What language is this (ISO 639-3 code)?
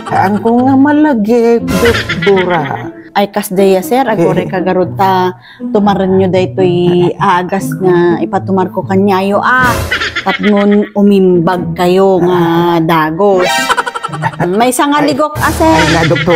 ilo